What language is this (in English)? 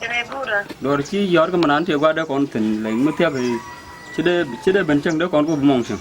Nuer